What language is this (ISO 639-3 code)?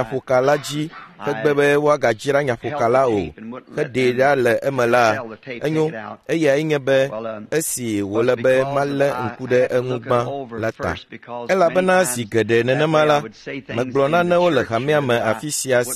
ewe